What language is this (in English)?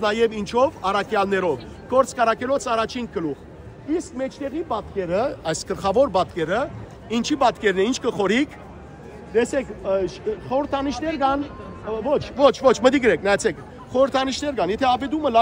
Western Armenian